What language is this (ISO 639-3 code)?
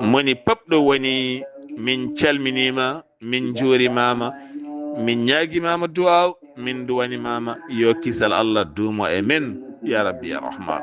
ful